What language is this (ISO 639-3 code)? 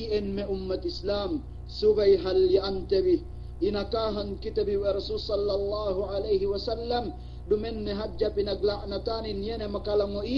yka